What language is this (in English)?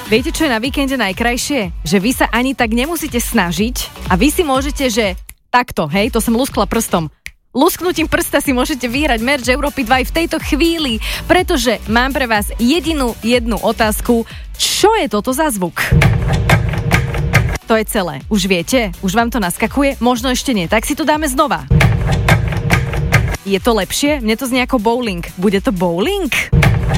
Slovak